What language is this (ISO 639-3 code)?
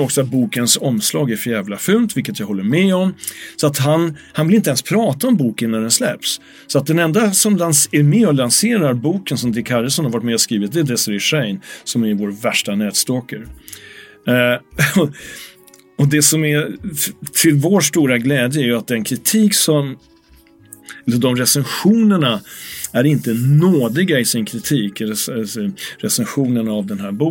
swe